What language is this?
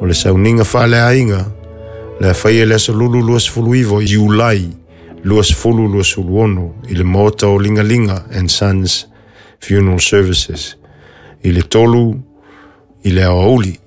Samoan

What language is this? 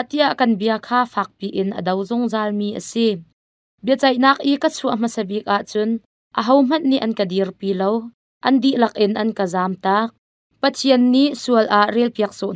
Hakha Chin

